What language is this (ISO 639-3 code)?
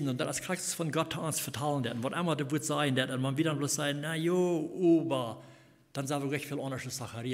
pdt